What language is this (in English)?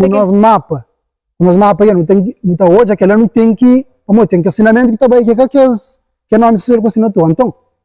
Kabuverdianu